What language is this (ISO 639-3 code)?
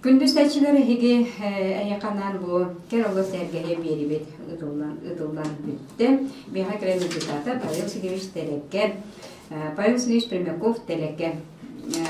sah